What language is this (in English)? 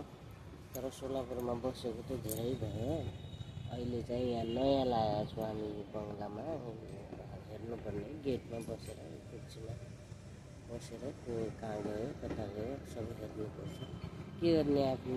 Nepali